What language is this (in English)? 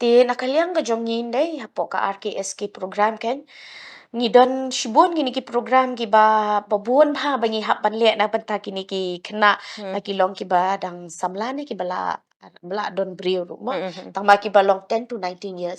Khasi